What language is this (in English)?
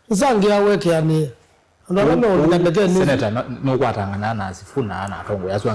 Kamba